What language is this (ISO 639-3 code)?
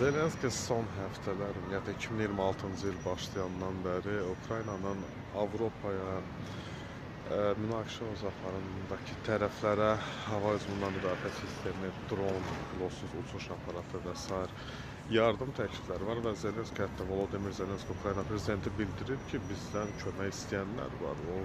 aze